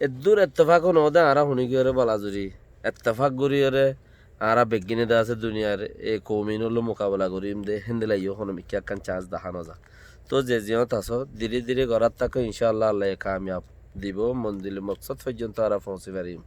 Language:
Rohingya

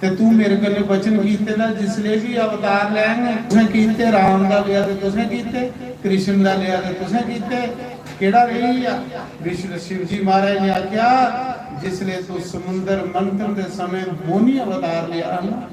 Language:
Dogri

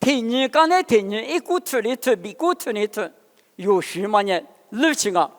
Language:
Lisu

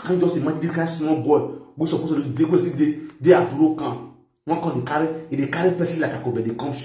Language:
Nigerian Pidgin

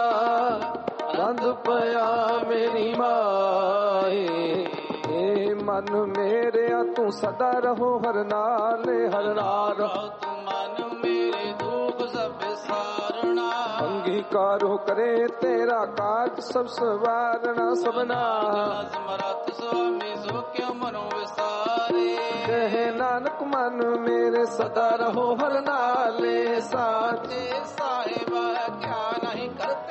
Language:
Punjabi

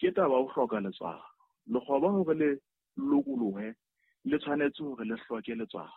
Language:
Southern Sotho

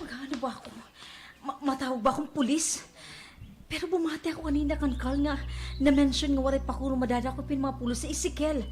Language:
Waray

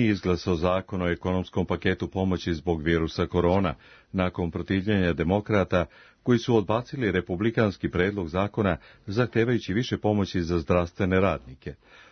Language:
Serbian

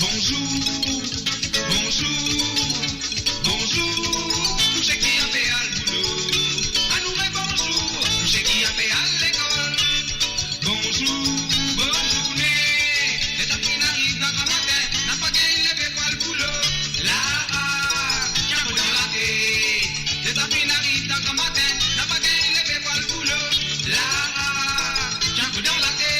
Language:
Morisyen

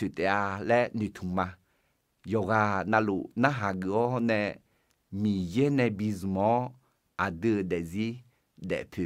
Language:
Akha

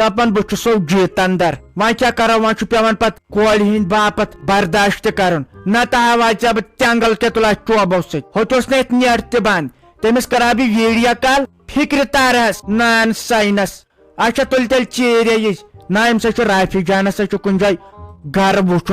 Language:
Kashmiri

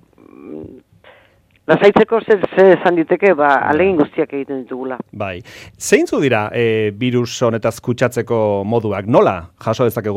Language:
Basque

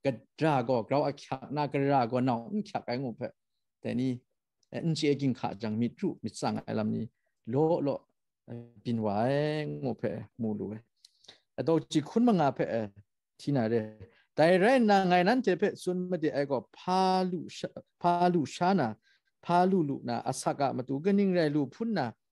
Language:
Kachin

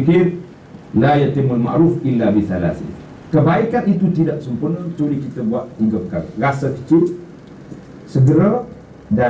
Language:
Malay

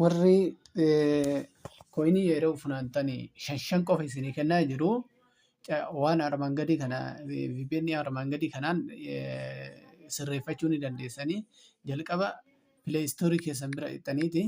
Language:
Oromo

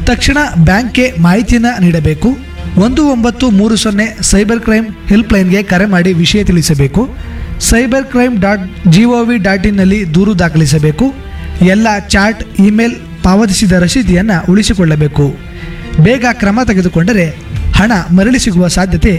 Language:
Kannada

